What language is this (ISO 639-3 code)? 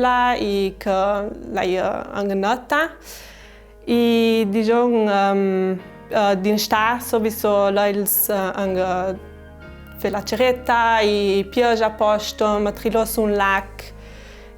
lld